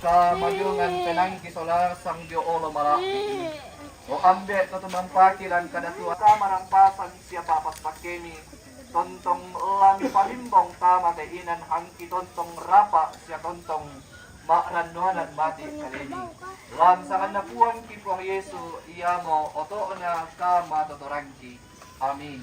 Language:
Toraja-Sa'dan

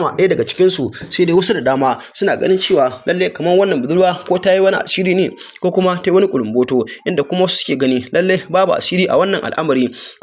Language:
Hausa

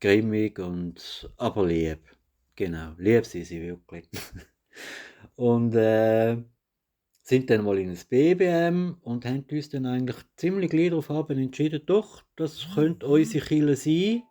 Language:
Swiss German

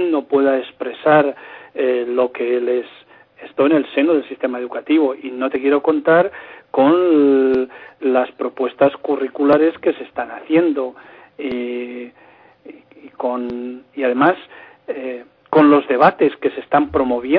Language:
Spanish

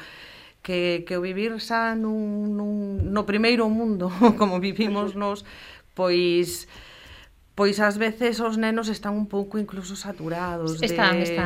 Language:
Galician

